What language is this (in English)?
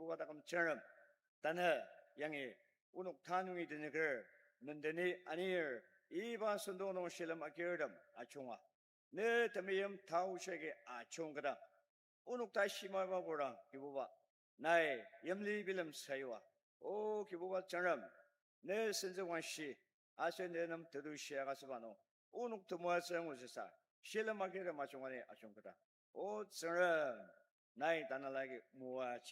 Ao Naga